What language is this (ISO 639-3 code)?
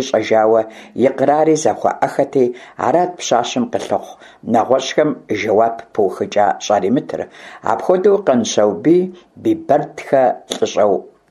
kbd